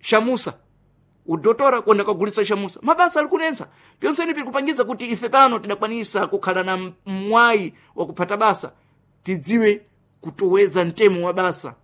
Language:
Sena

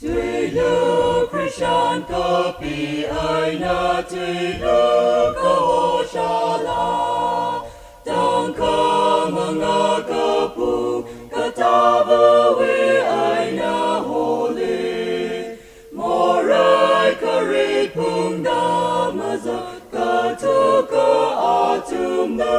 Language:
Tangkhul Naga (India)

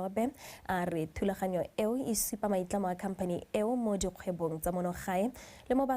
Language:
Tswana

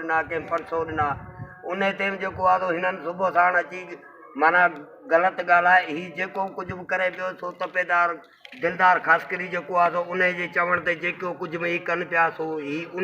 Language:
Sindhi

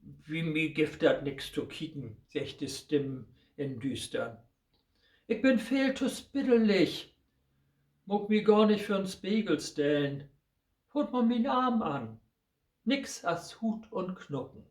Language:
Low German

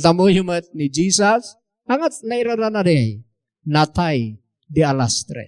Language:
Iloko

